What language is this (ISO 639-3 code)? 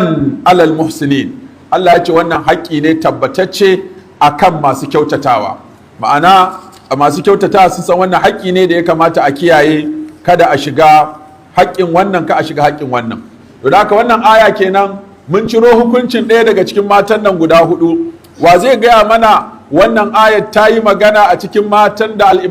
hau